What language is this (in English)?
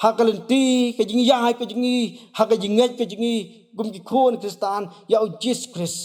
Khasi